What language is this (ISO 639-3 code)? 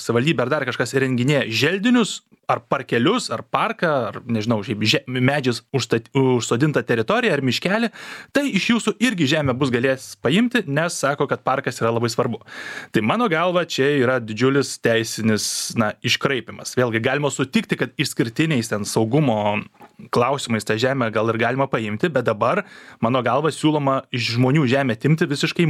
lit